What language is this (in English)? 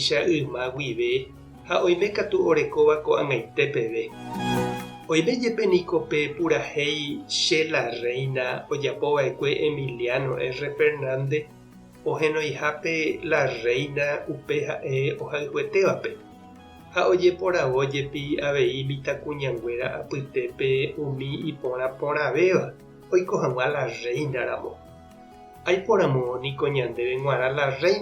Guarani